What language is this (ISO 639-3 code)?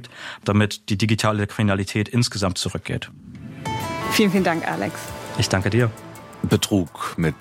deu